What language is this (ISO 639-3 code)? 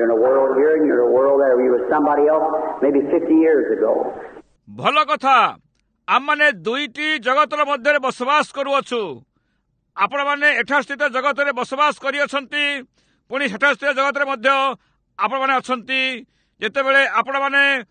ori